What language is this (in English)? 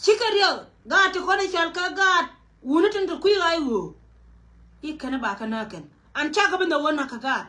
Nuer